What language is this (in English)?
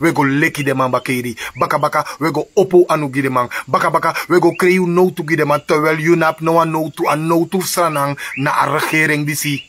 Sranan Tongo